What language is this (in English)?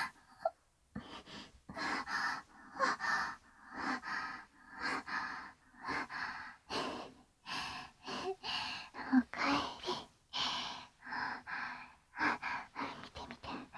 Japanese